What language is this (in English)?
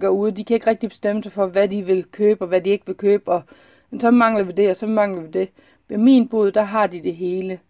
Danish